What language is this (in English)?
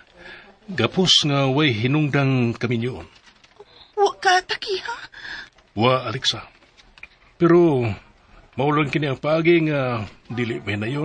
Cebuano